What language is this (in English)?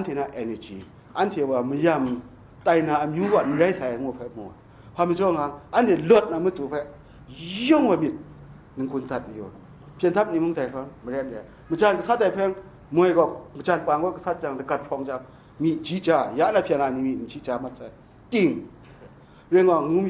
Kachin